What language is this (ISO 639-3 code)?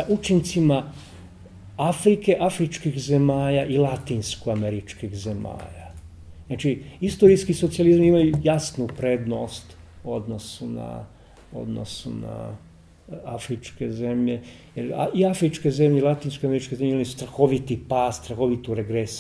srp